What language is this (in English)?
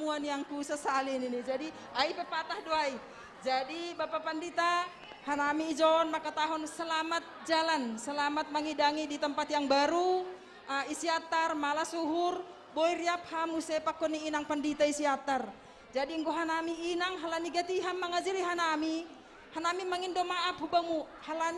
Batak Simalungun